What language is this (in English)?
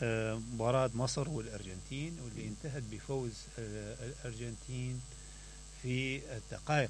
Mesopotamian Arabic